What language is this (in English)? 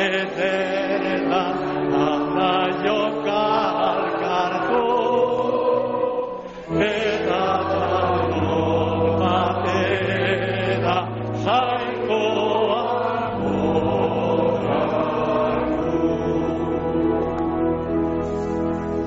Basque